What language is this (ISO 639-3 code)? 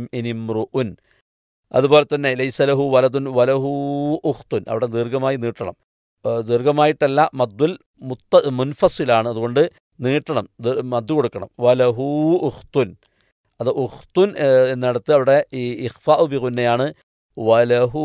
mal